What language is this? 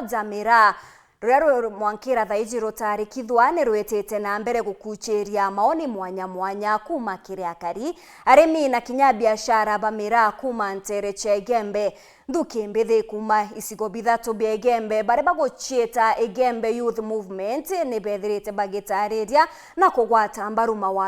Meru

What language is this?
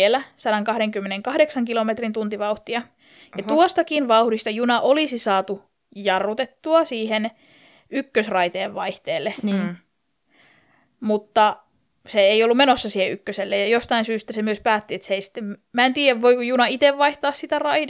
Finnish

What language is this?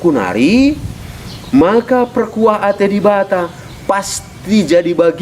Batak Karo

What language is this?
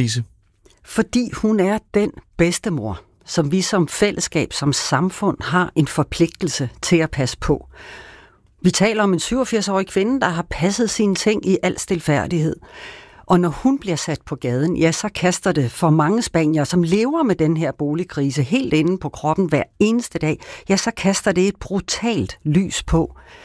Danish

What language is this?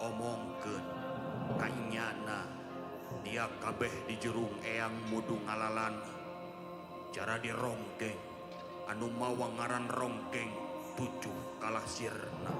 Sundanese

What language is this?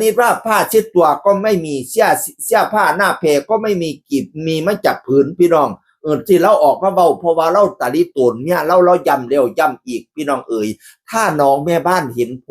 Northeastern Thai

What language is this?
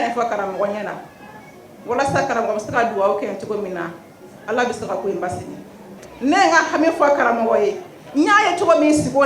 Bambara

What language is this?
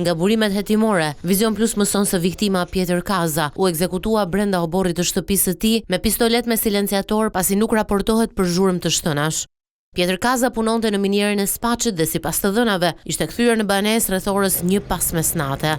Albanian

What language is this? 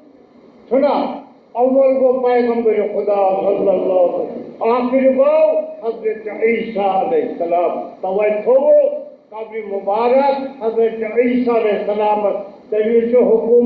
Kashmiri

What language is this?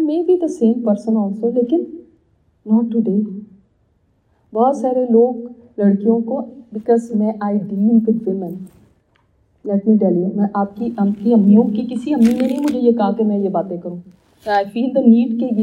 Urdu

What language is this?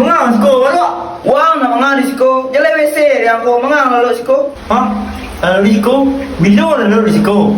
Minangkabau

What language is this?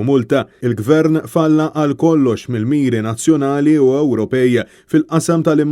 Maltese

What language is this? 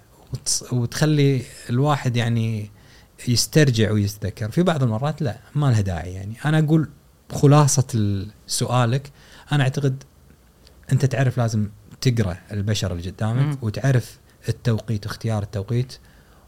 Gulf Arabic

